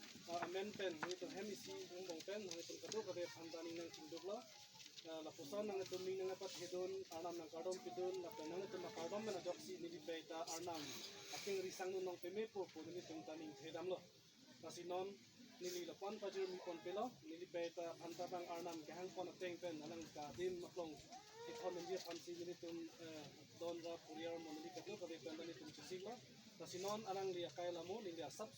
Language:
Karbi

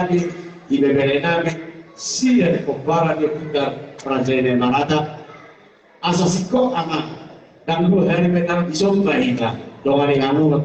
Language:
Batak Toba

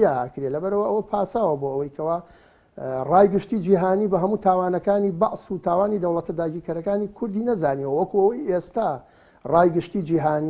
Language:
Central Kurdish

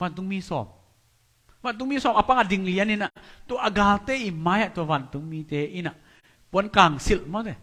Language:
Tedim Chin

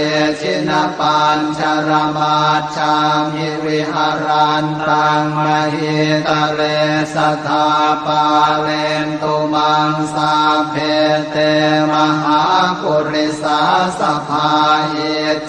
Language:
Pali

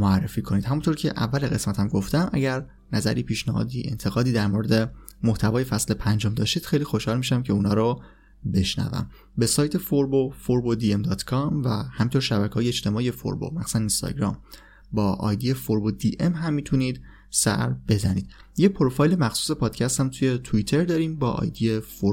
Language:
Persian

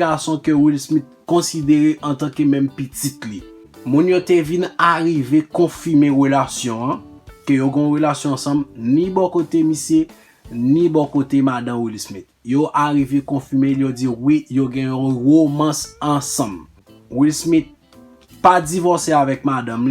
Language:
Haitian Creole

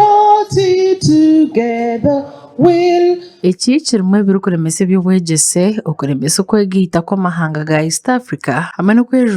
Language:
Nyankole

